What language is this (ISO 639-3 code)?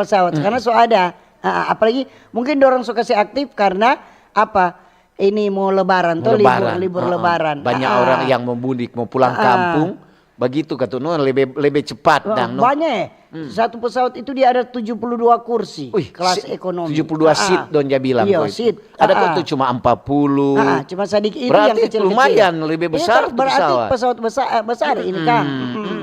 xmm